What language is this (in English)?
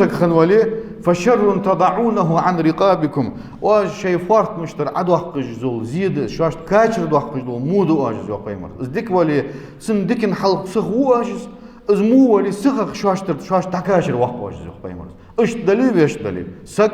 Ingush